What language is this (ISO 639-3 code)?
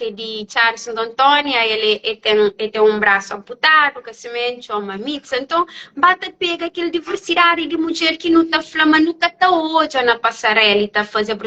kea